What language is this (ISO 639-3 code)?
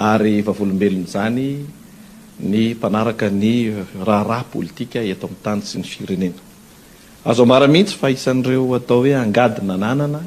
mlg